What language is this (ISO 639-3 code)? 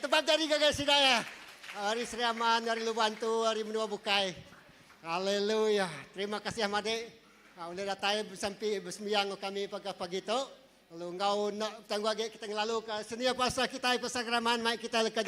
iba